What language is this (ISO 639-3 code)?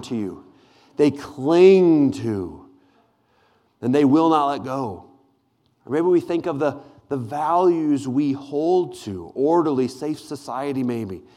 eng